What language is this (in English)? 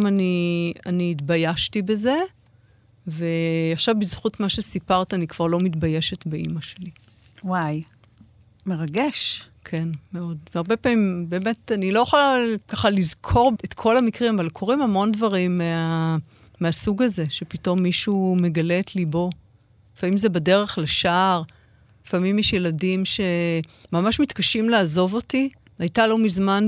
Hebrew